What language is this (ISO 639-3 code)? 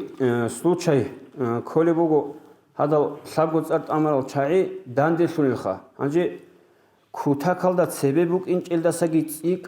ava